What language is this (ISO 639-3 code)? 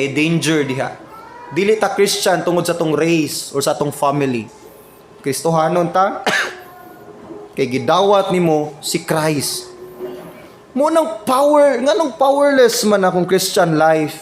ceb